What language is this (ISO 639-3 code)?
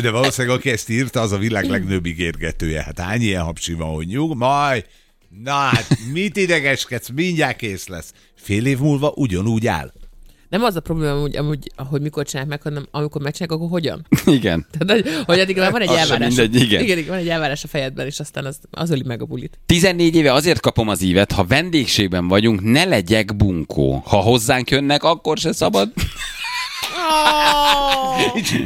hun